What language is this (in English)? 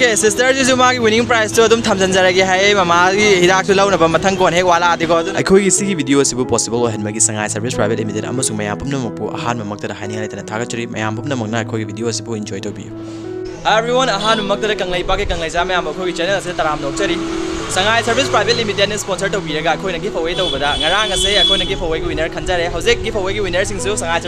Manipuri